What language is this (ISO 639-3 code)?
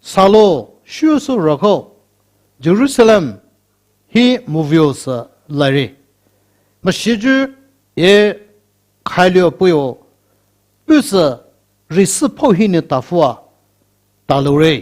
pmx